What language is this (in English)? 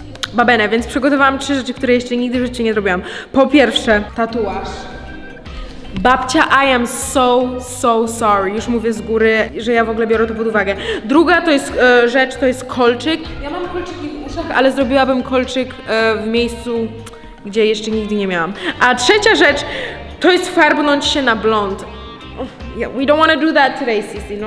Polish